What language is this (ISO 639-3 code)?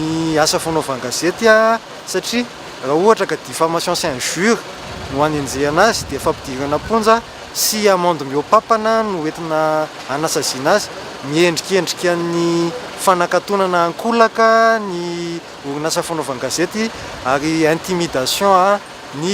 mlg